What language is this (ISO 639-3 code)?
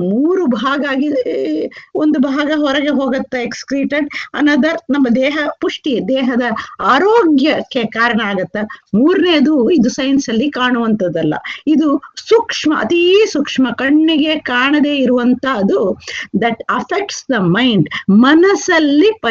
kan